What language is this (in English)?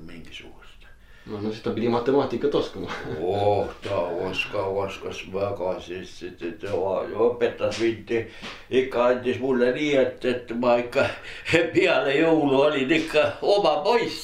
Estonian